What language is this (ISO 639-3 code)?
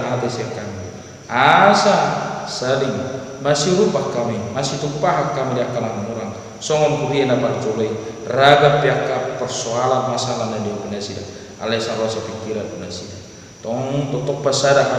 bbc